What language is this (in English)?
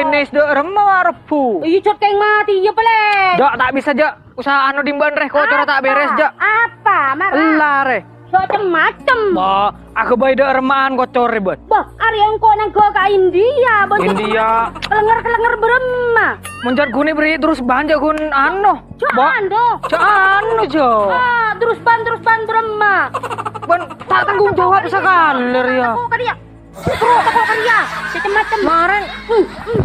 Madurese